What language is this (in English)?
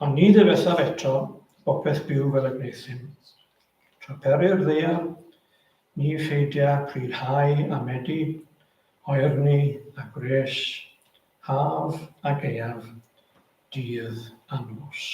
Welsh